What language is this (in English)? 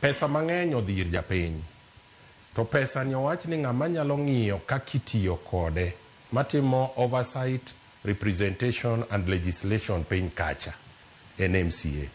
Luo (Kenya and Tanzania)